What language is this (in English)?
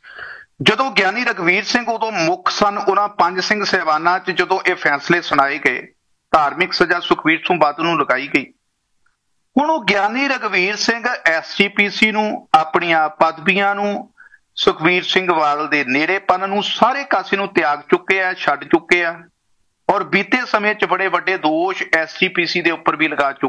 Punjabi